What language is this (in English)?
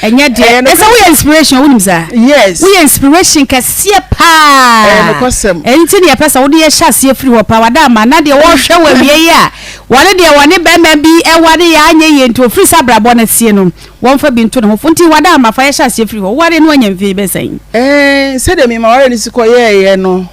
Akan